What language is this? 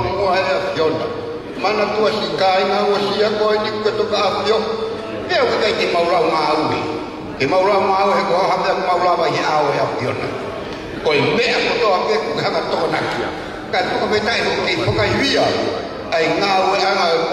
Tongan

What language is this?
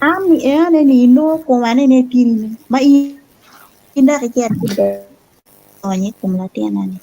Acoli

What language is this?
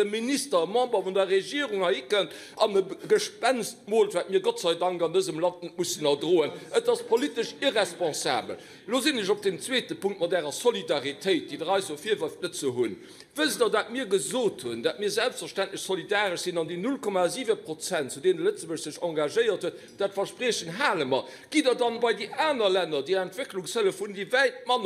Luxembourgish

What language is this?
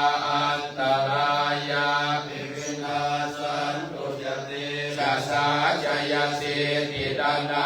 Pali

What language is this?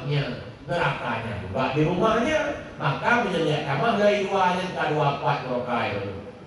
Achinese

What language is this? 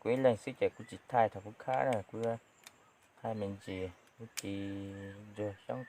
Hmong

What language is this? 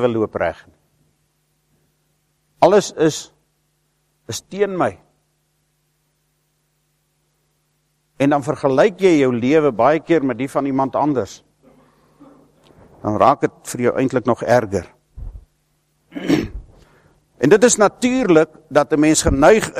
Afrikaans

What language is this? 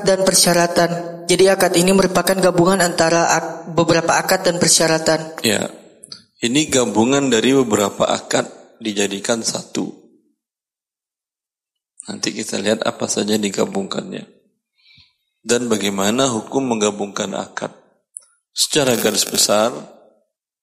Indonesian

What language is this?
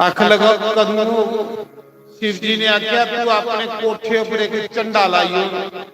Dogri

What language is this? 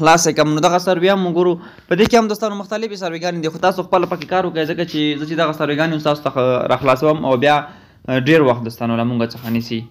Pashto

